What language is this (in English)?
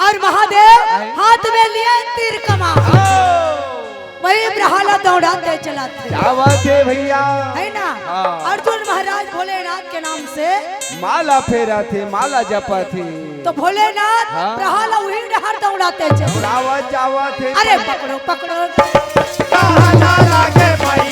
Chhattisgarhi